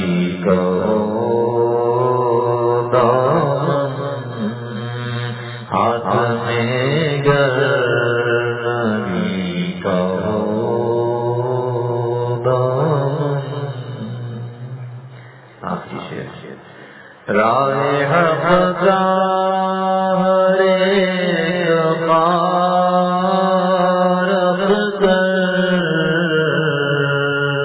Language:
Urdu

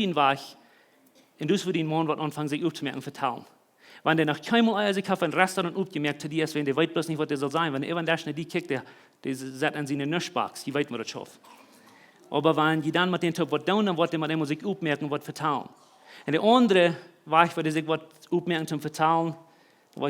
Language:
Plautdietsch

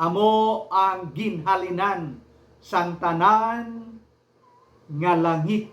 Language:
Hiligaynon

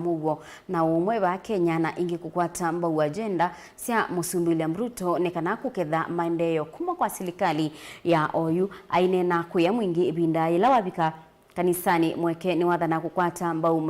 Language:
Kamba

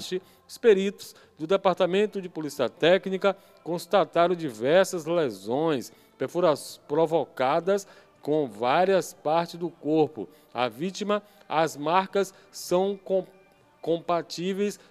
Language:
Portuguese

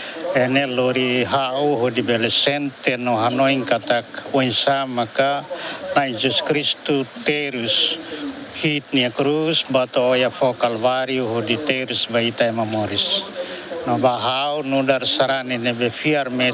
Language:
Tetum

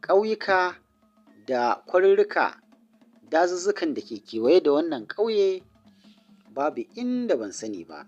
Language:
Hausa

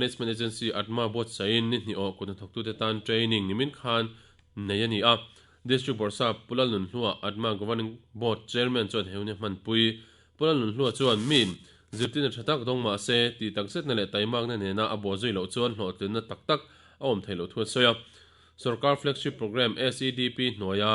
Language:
Mizo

